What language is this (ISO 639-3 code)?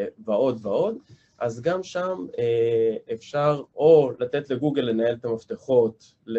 heb